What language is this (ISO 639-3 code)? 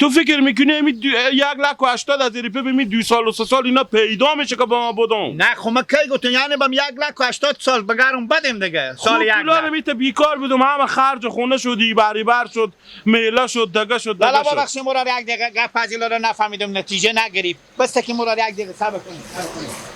fas